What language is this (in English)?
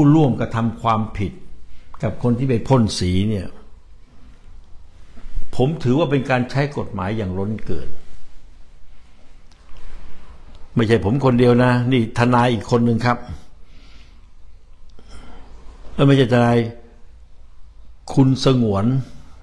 Thai